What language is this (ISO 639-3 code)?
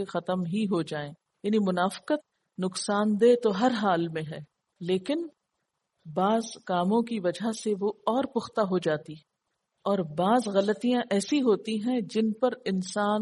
urd